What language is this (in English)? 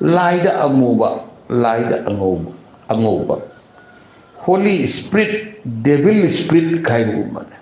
Manipuri